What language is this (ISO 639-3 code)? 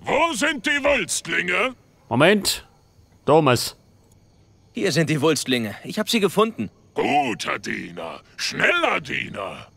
bar